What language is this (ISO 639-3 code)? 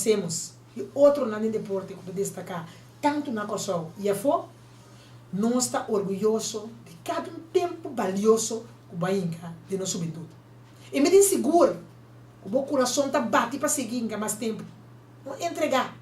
pap